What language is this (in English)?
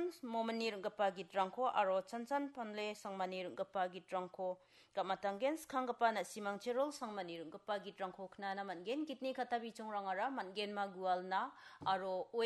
Garo